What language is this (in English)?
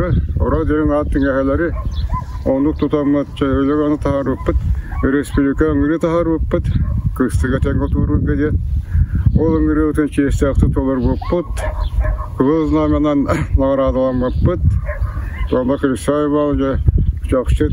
Yakut